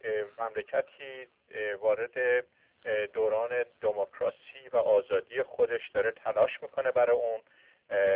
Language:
Persian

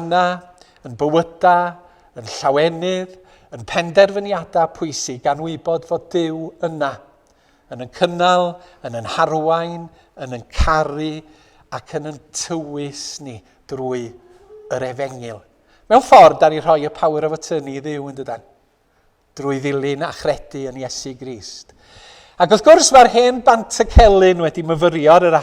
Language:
Welsh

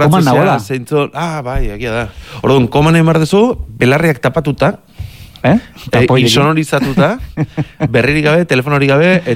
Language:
Basque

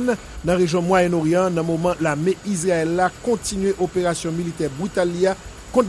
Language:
Haitian Creole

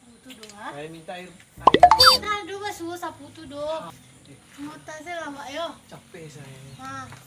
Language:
Minangkabau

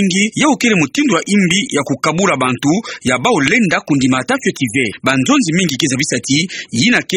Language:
Kituba (Democratic Republic of Congo)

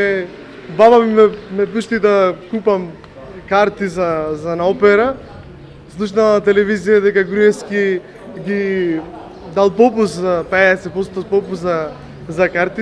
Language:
Macedonian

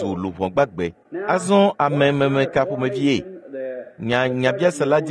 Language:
Ewe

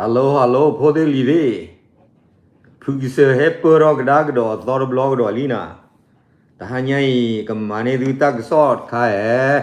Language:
S'gaw Karen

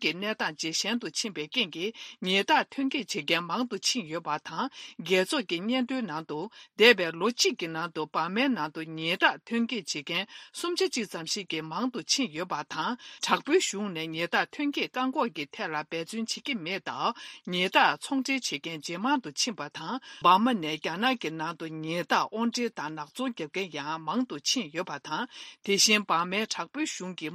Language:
Tibetan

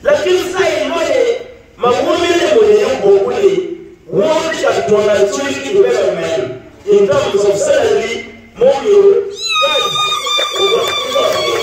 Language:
Acoli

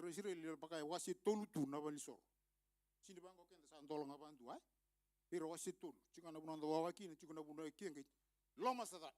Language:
Fijian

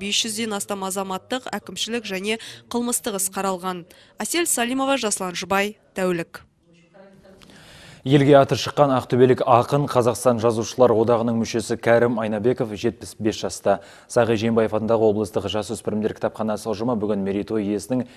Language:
Kazakh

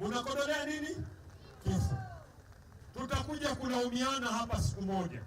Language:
Kamba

